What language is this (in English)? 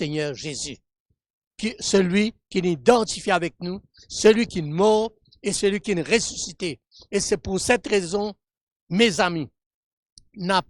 Morisyen